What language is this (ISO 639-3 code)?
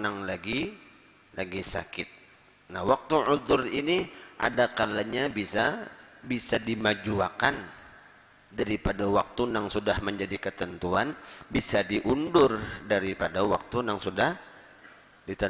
bjn